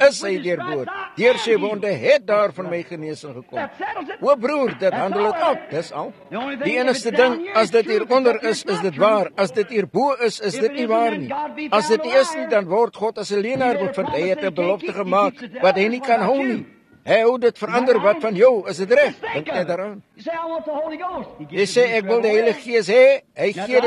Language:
Afrikaans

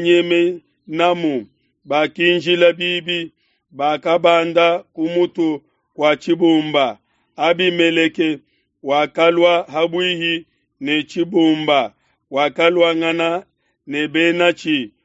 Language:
Luba-Lulua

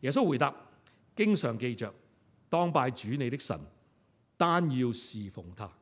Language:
Cantonese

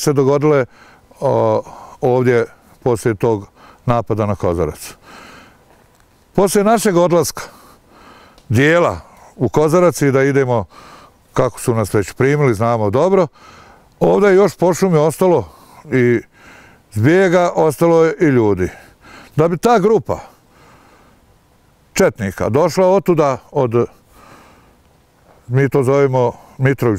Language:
Bosnian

